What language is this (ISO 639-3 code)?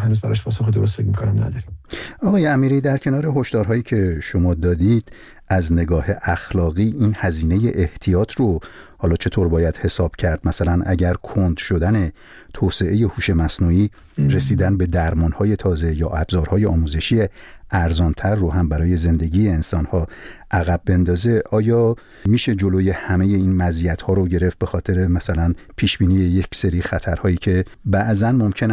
fas